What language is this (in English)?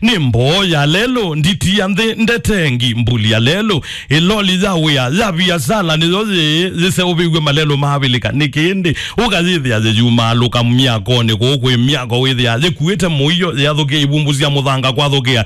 Kamba